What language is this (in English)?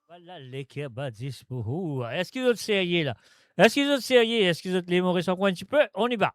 Morisyen